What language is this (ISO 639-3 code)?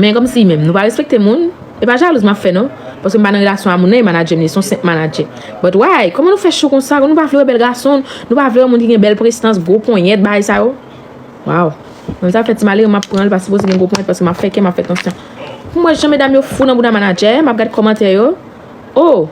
hat